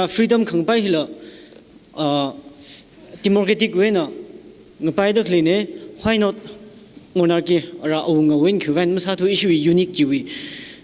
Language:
Tangkhul Naga (India)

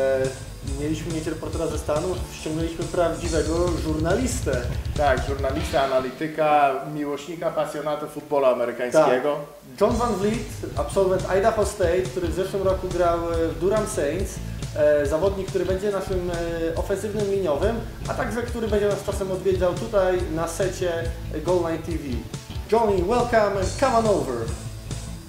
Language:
Polish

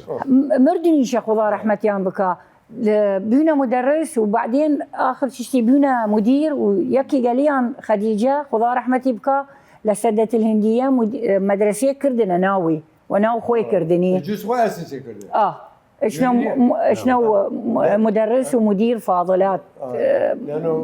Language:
Southern Kurdish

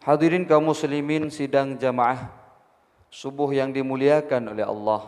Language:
Achinese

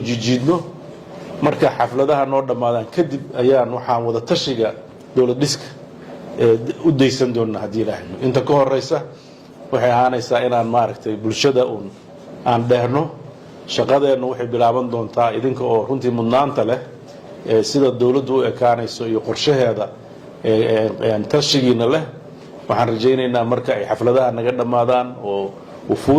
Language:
Somali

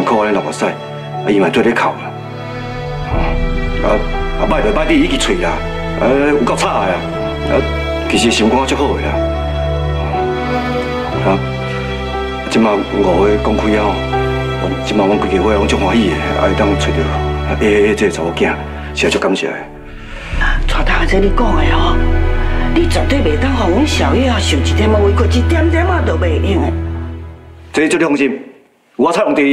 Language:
Min Nan Chinese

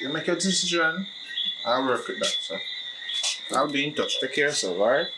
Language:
Jamaican Creole English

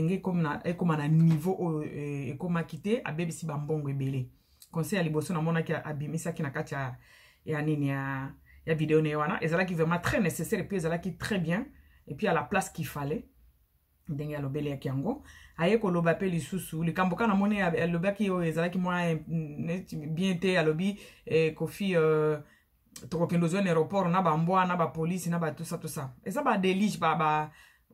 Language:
Lingala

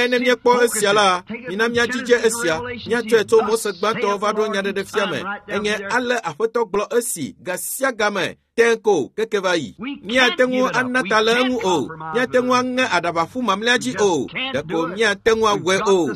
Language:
Ewe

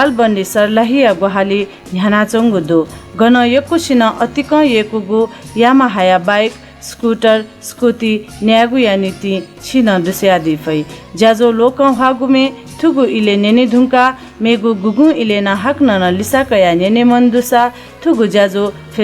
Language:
Newari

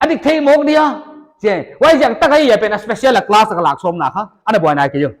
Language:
Paite Chin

